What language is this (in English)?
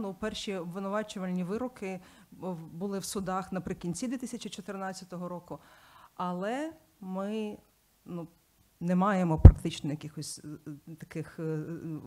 Ukrainian